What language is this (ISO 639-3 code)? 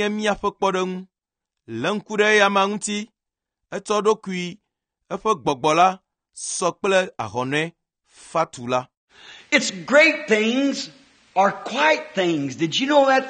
ewe